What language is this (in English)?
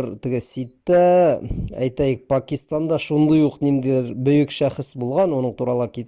Bashkir